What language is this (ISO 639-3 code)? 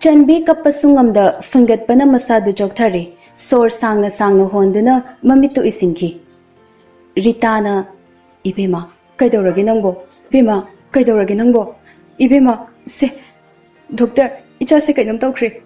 mni